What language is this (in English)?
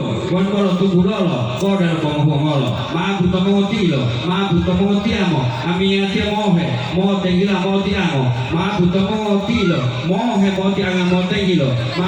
Gorontalo